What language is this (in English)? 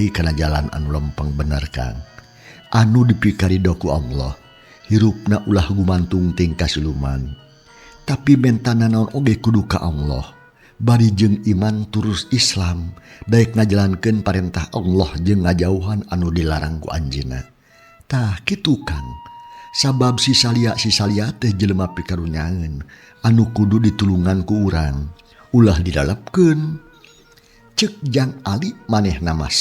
Sundanese